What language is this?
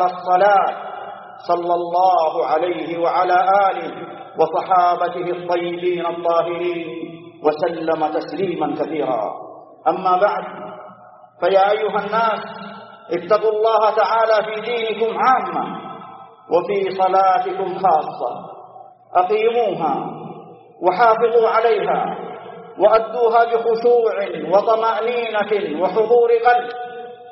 Arabic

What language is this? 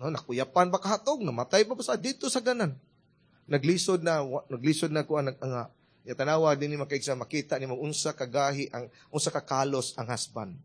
Cebuano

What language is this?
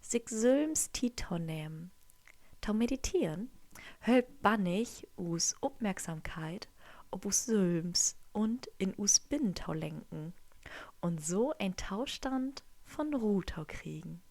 Low German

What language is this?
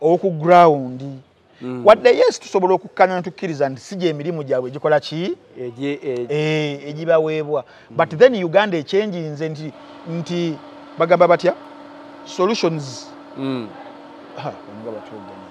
Ganda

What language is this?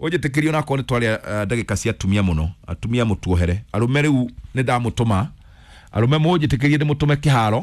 Kikuyu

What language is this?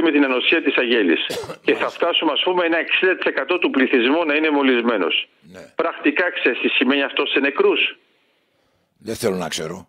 Greek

